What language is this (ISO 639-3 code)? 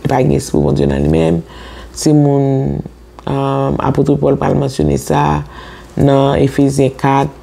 hat